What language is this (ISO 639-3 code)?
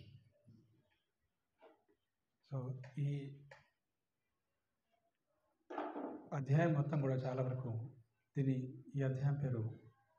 tel